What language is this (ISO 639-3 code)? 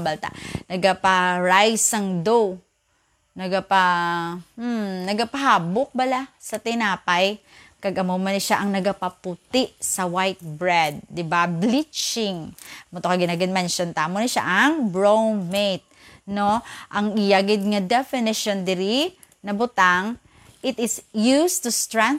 hil